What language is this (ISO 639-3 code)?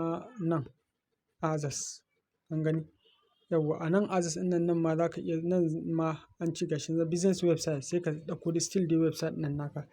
hau